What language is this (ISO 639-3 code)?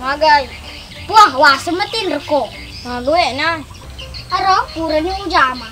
bug